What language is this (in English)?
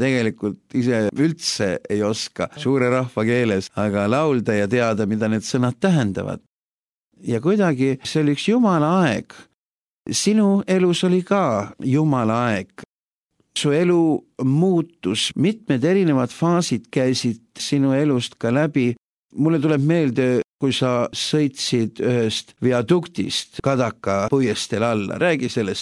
Estonian